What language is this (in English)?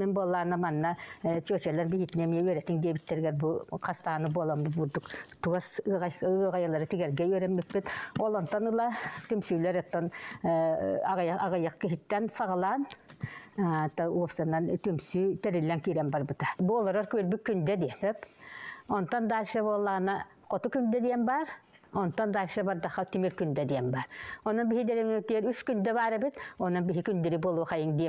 Yakut